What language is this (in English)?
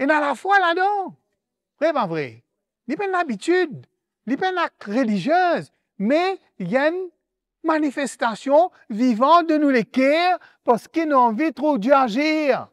Morisyen